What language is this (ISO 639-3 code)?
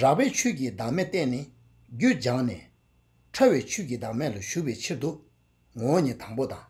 bod